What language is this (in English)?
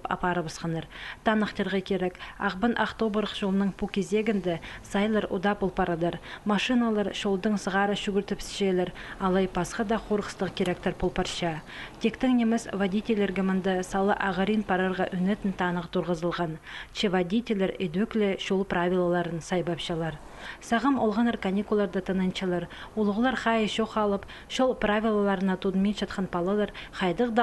Khakas